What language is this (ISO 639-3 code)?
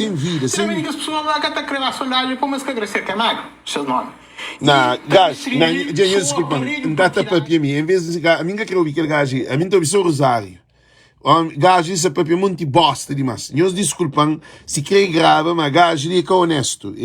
kea